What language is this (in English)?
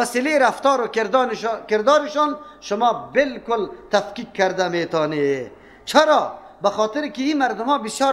Persian